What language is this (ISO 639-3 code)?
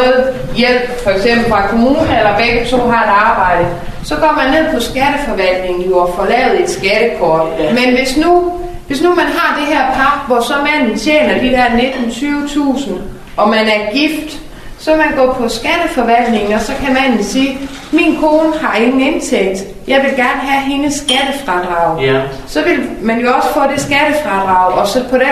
dan